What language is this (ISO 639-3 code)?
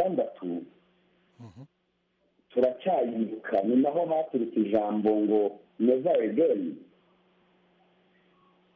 kin